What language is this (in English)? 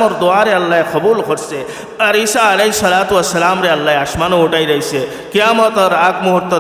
Sylheti